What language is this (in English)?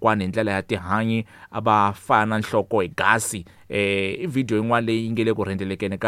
Tsonga